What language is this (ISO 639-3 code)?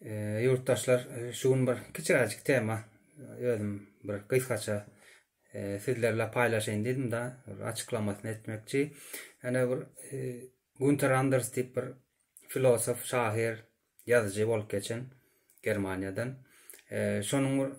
tuk